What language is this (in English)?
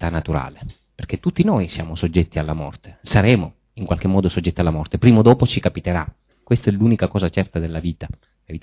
Italian